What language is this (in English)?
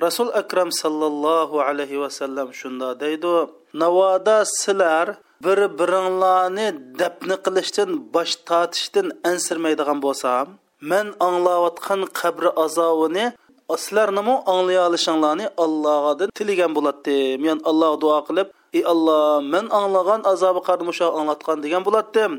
Uyghur